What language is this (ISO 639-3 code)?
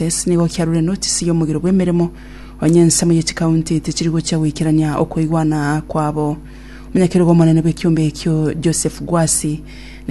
guz